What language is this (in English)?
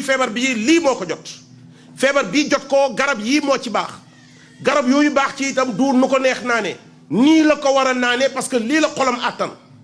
Wolof